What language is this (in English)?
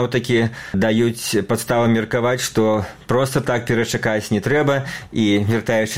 Belarusian